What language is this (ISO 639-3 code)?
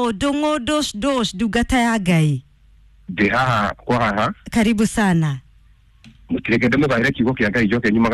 kik